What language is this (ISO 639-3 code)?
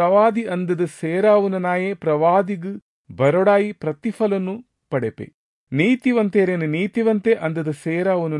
tcy